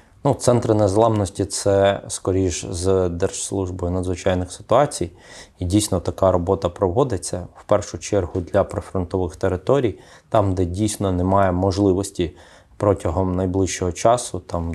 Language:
Ukrainian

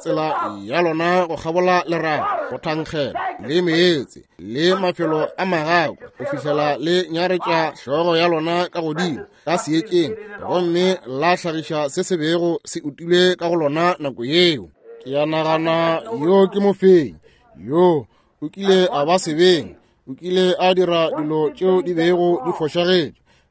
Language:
Northern Sotho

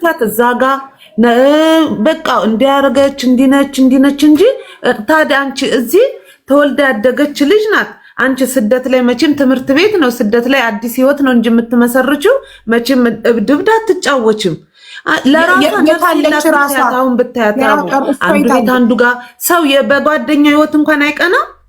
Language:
Amharic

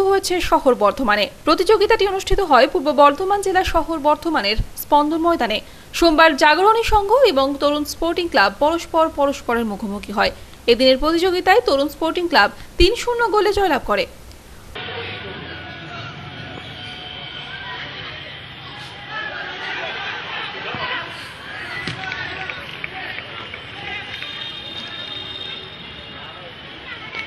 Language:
Bangla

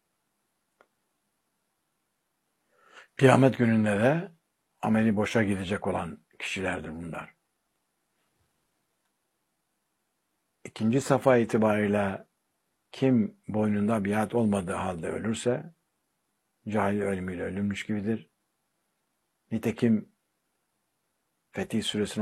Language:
Turkish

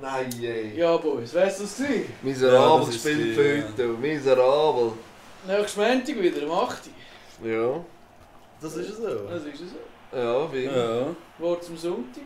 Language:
Swiss German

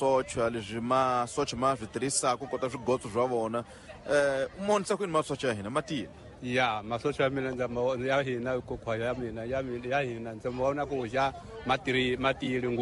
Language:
Tsonga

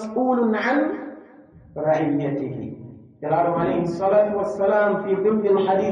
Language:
Pular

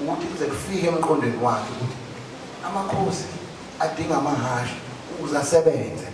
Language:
Zulu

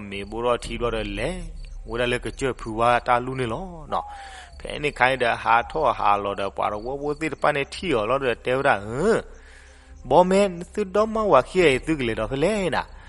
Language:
S'gaw Karen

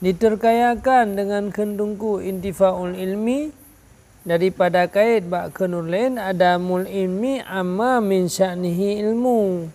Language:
Achinese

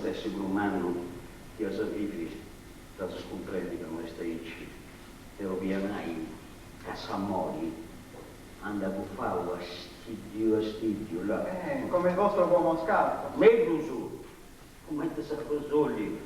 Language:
Sardinian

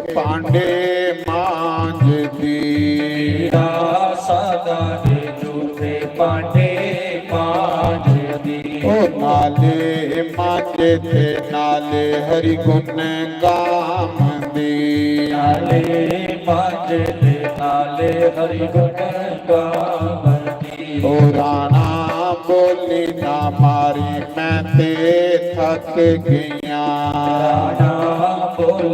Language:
Dogri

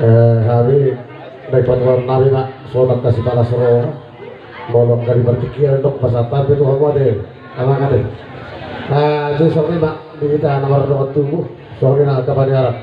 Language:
Batak Toba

